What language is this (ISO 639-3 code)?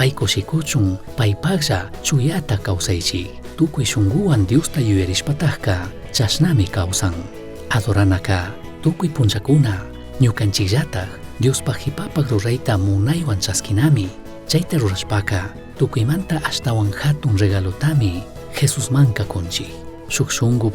qug